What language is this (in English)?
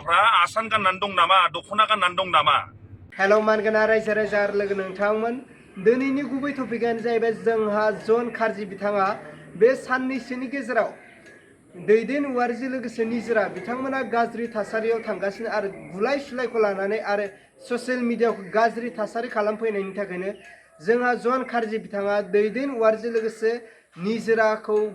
Bodo